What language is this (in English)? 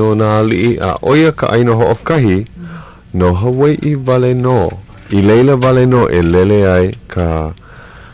Hawaiian